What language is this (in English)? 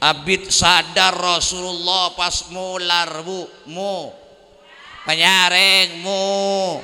Madurese